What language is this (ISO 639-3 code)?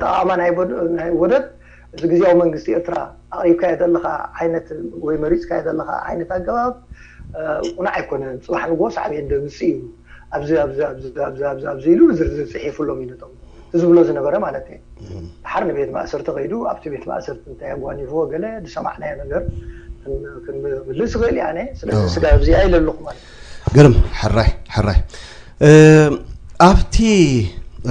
tir